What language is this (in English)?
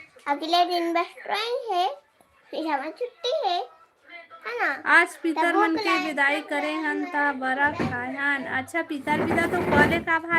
Chhattisgarhi